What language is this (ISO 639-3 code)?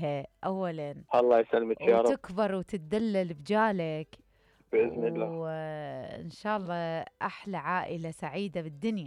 acm